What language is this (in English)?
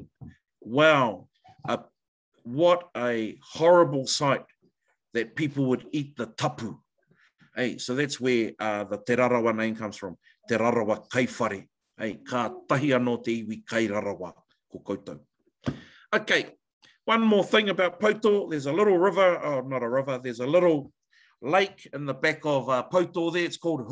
Māori